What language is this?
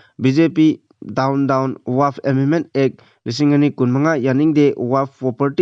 Manipuri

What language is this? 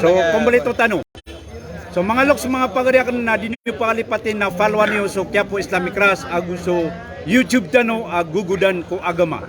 Maranao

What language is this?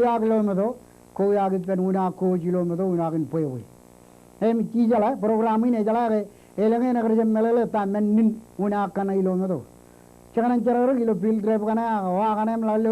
Marshallese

